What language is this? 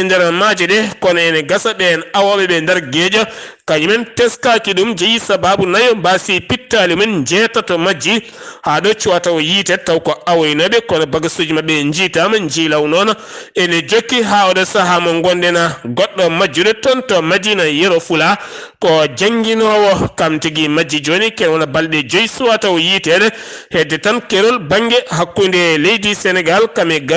Fula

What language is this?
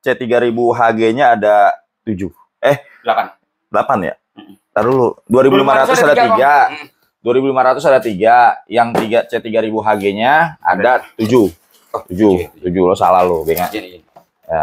Indonesian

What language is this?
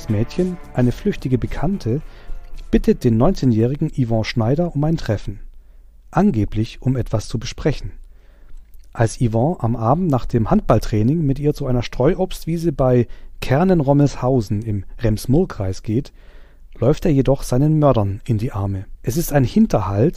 German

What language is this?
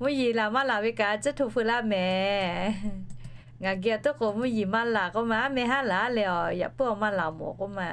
Lahu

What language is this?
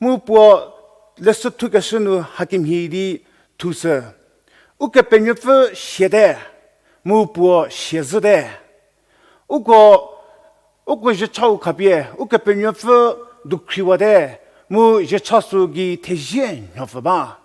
Angami Naga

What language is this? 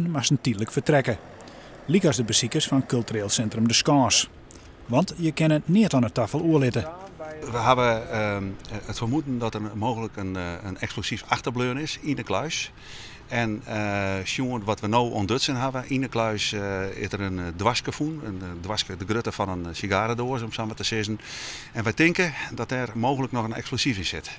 Western Frisian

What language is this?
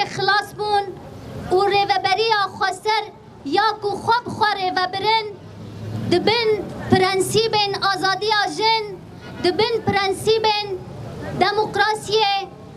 Kurdish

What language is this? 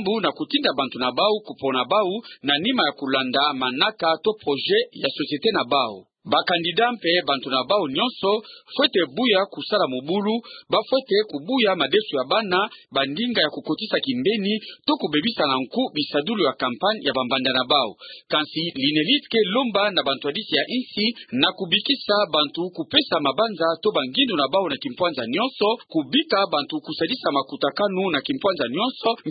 Kituba (Democratic Republic of Congo)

